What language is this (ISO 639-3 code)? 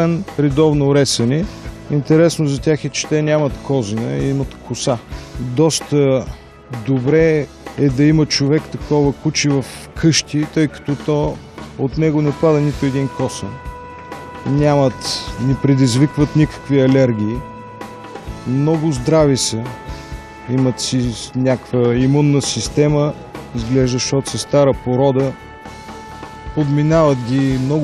bul